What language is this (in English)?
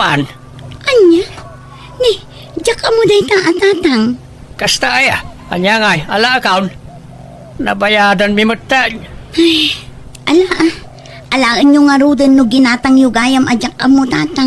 Iloko